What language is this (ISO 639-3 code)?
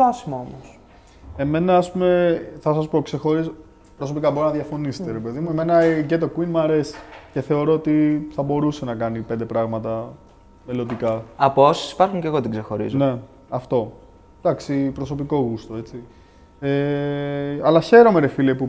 ell